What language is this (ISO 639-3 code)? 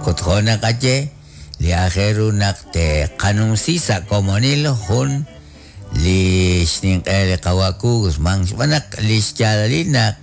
kek